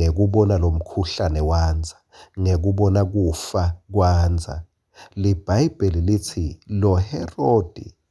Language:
Swati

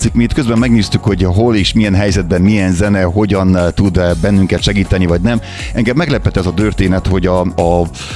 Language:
Hungarian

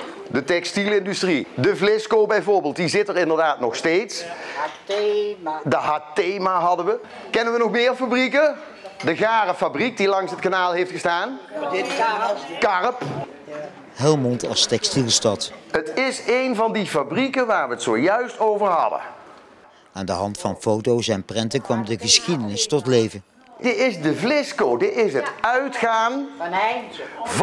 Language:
Dutch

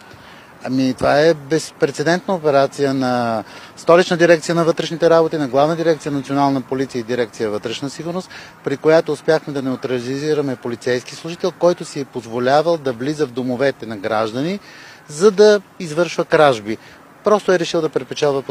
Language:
Bulgarian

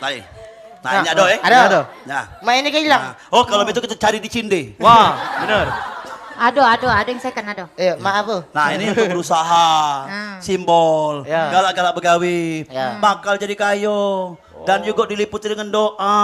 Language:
Musi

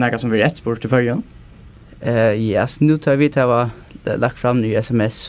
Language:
Faroese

